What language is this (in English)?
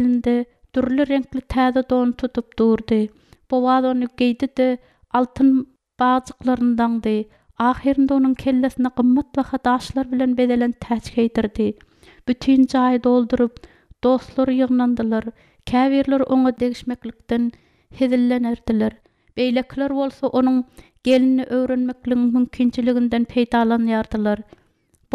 Turkmen